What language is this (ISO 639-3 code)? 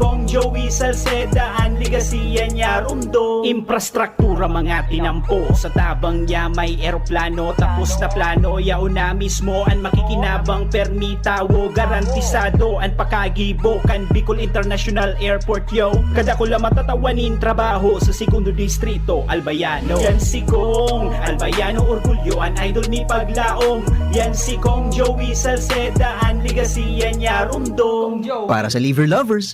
bik